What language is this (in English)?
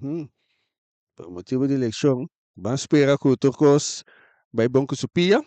Papiamento